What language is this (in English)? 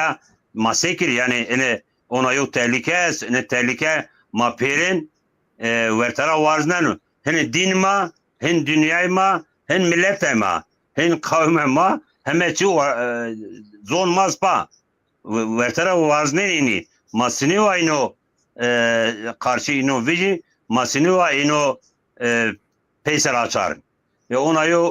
Zaza